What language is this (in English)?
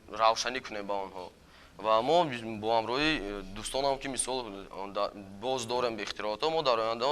Tajik